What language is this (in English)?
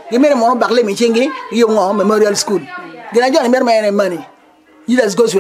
Acoli